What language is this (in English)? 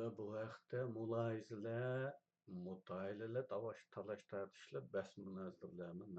Uyghur